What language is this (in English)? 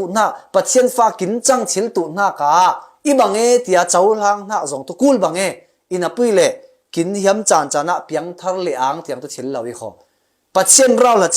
Falam Chin